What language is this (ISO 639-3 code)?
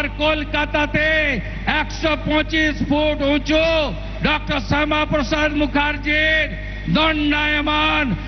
ben